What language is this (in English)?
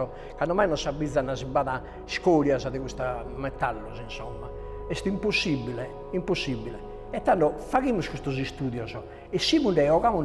Sardinian